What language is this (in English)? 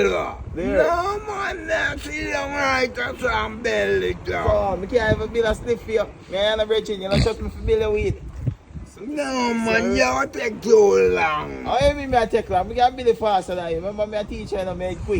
Jamaican Creole English